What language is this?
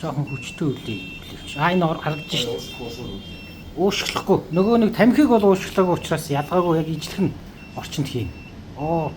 Mongolian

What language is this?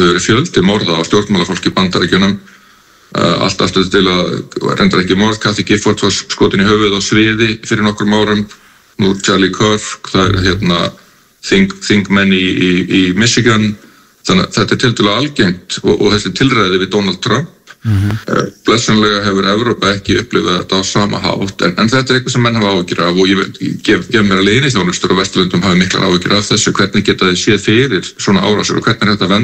Icelandic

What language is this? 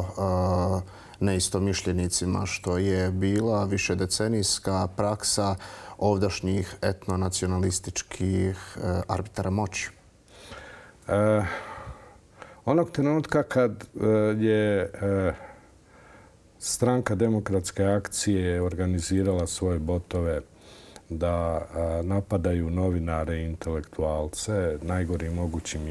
Bosnian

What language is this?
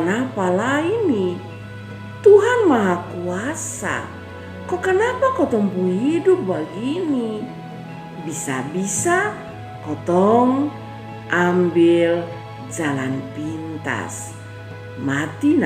Kupang Malay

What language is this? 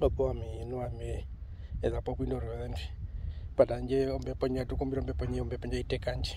Herero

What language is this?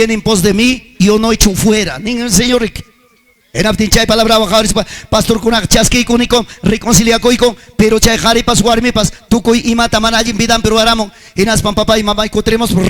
Ayacucho Quechua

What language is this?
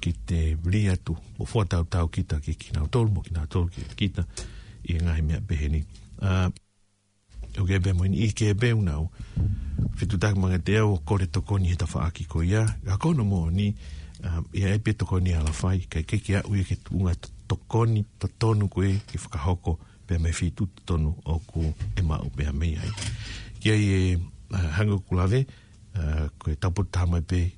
Tongan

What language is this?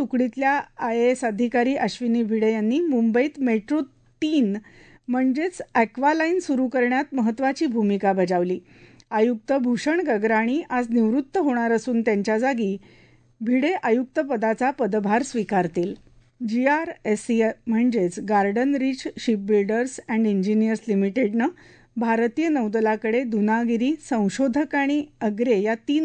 Marathi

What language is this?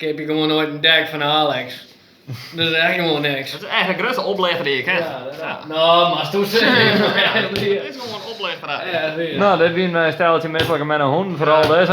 Western Frisian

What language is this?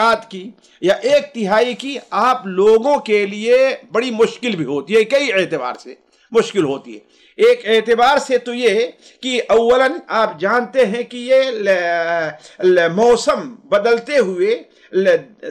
Urdu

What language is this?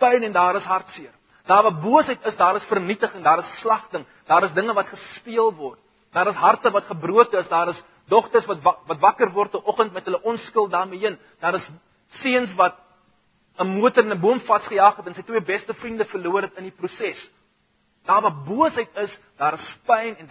Afrikaans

